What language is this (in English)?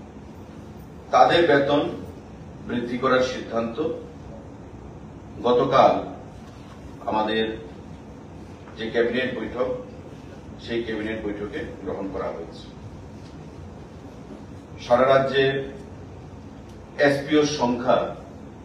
Bangla